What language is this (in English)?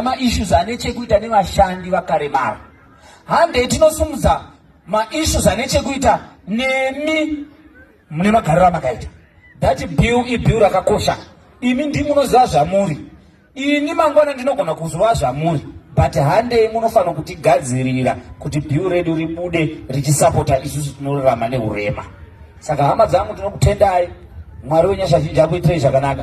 Shona